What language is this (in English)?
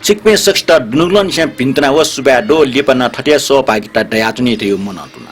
Newari